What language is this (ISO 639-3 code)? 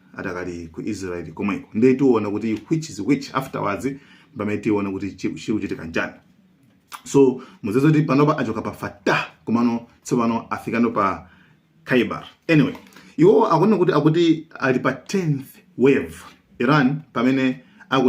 nya